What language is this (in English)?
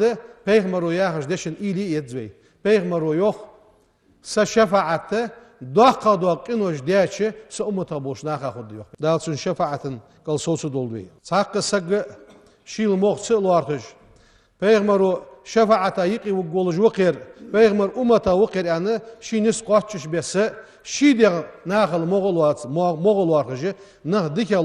Ingush